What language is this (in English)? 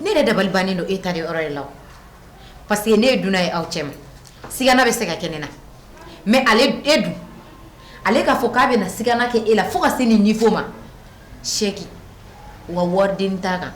Bambara